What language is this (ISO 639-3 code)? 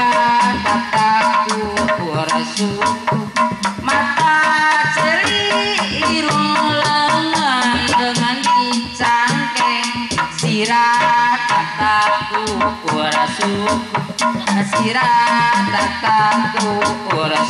sun